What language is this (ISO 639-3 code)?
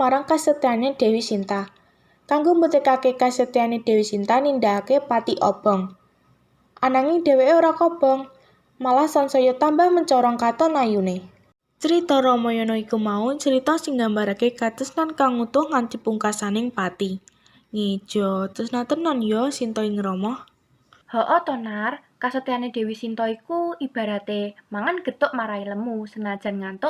jav